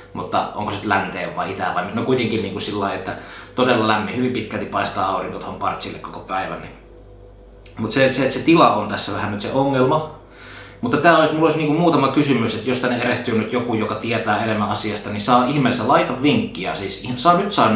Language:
Finnish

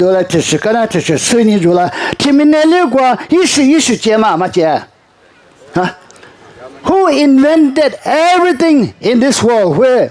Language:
Lisu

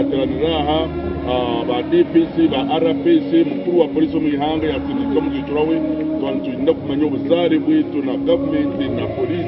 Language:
Nyankole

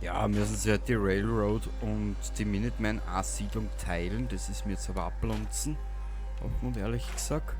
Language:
Bavarian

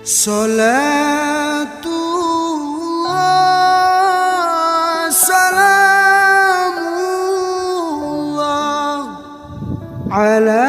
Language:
Achinese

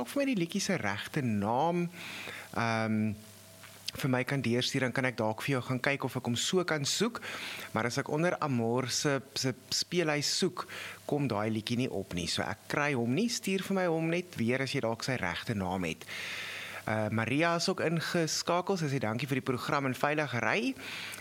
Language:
Afrikaans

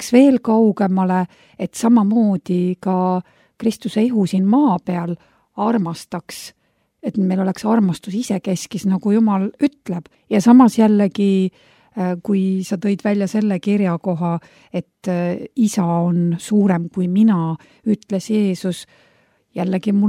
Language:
Estonian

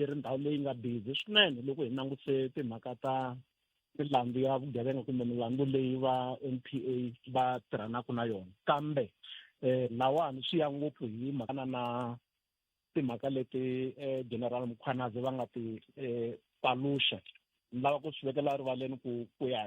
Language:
Tsonga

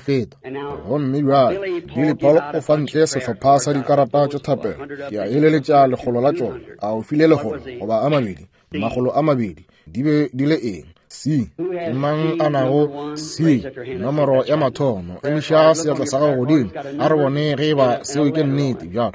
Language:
Northern Sotho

